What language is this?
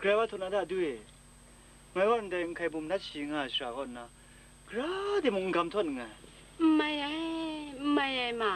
Kachin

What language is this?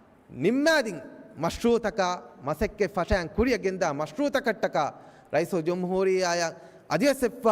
Divehi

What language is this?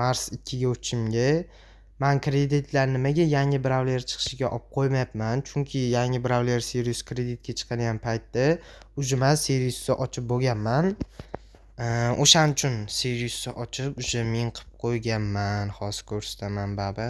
Uzbek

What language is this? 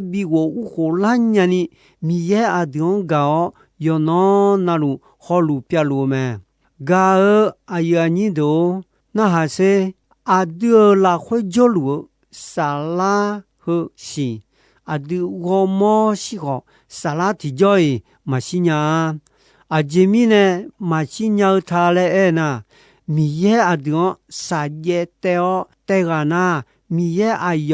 Akha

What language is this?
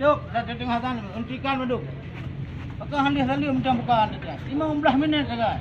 Achinese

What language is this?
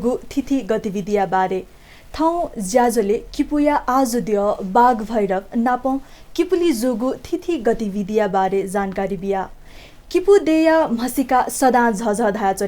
Newari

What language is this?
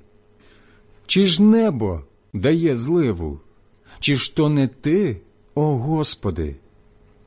Ukrainian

